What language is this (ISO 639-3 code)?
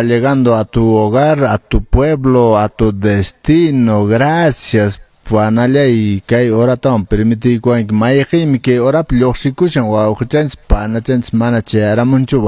que